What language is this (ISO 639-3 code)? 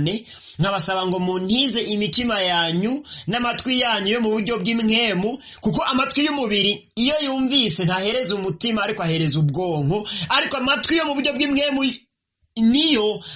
run